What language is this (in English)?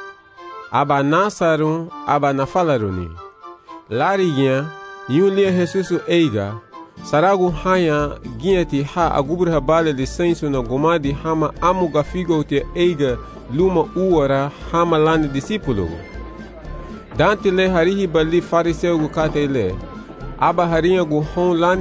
Garifuna